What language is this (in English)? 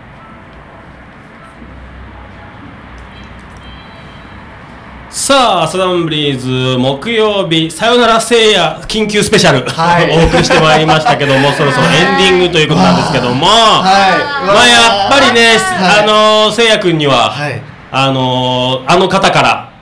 Japanese